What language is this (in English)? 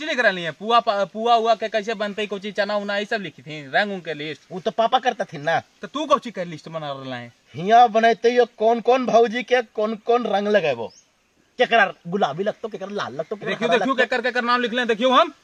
Magahi